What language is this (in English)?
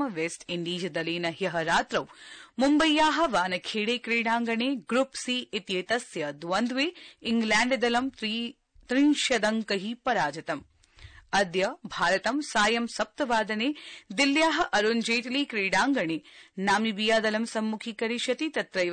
Sanskrit